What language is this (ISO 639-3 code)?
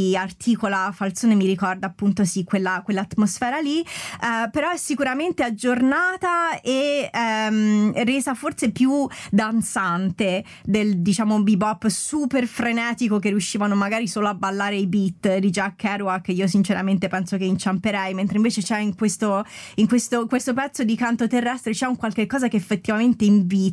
ita